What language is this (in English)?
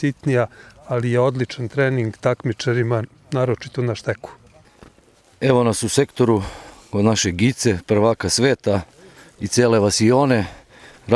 Serbian